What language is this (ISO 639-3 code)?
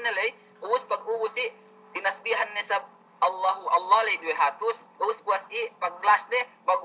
yka